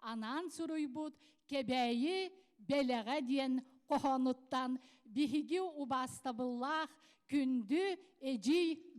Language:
Yakut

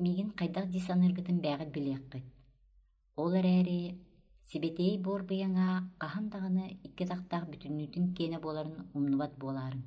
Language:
Yakut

